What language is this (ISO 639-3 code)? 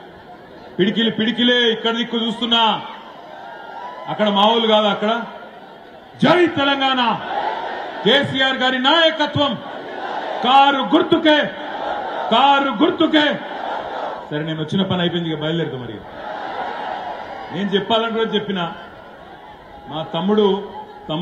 tel